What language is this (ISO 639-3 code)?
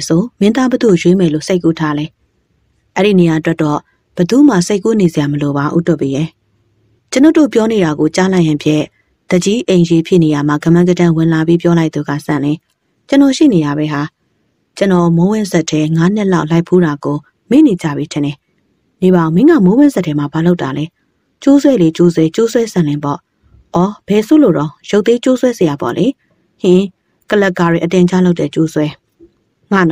mya